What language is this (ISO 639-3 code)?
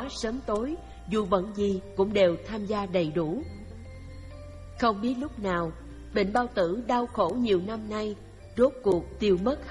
vie